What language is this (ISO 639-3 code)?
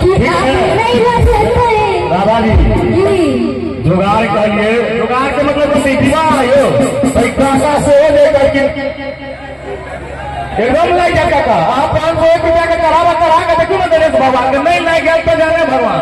mai